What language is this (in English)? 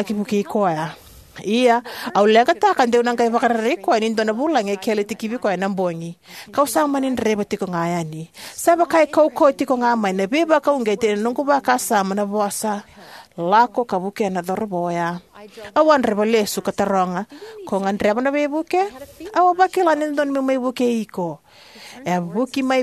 Fijian